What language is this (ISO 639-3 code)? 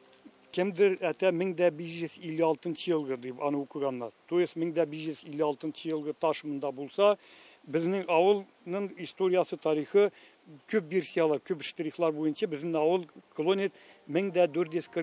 tat